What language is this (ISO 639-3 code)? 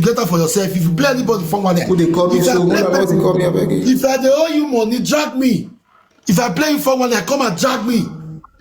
pcm